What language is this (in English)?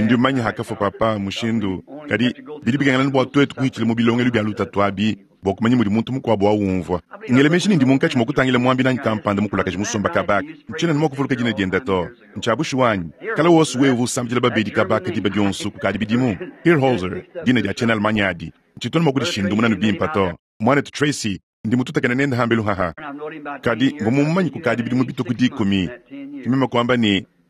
Luba-Lulua